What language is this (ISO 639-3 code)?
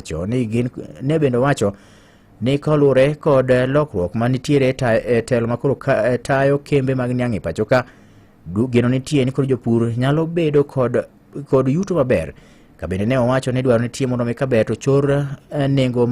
luo